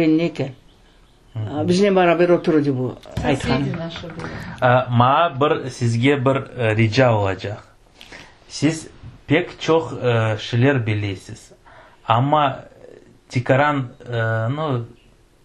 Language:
Crimean Tatar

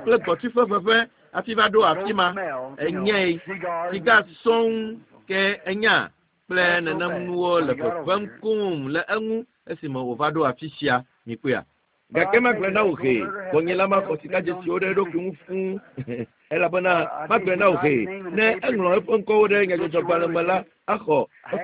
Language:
Ewe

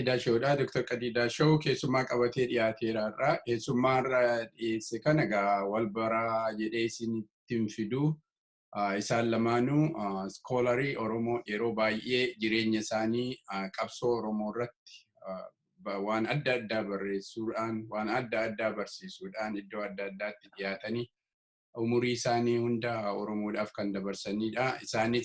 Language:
Oromo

